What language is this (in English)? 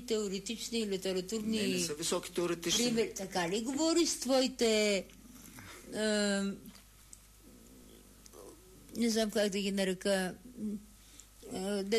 Bulgarian